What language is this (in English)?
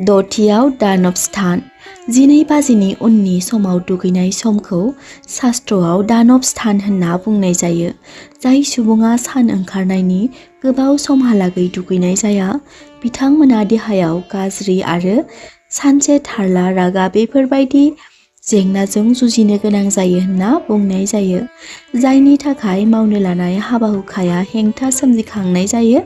Bodo